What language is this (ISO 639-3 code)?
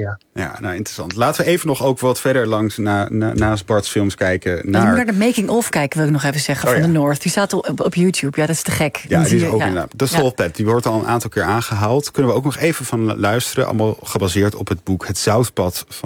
nld